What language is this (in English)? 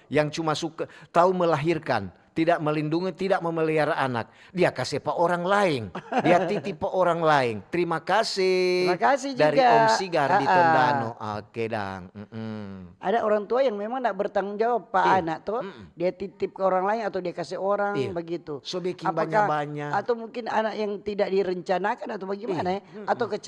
Manado Malay